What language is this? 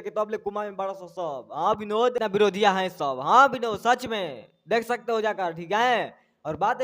Bhojpuri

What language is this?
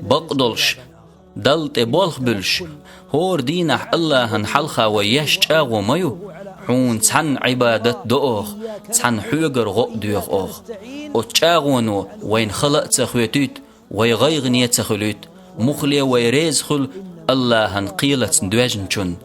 Chechen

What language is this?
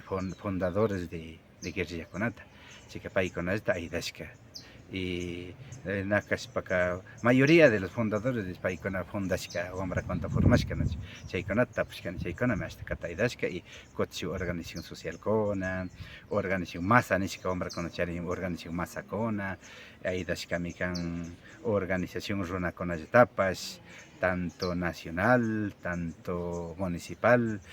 Imbabura Highland Quichua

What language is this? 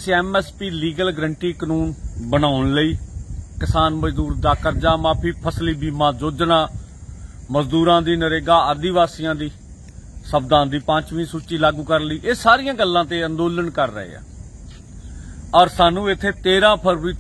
Punjabi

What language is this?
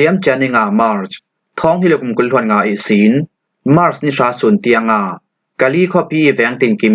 Falam Chin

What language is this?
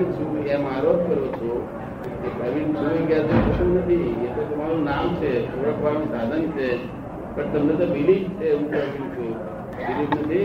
Gujarati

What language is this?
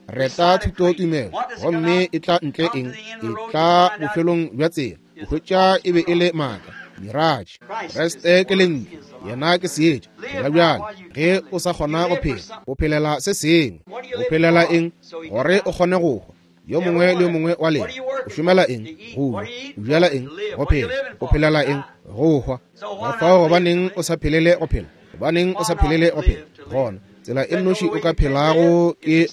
Northern Sotho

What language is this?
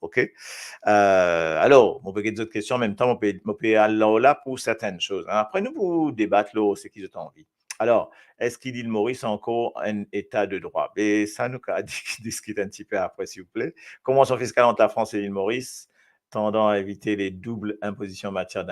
Morisyen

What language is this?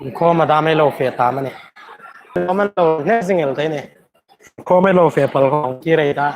Hmar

